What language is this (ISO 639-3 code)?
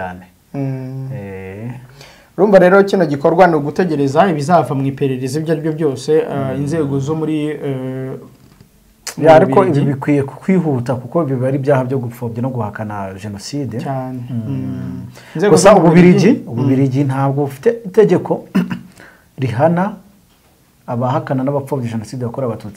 kin